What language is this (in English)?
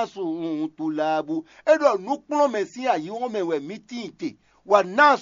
Fon